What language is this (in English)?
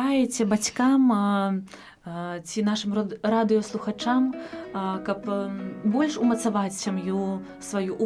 Belarusian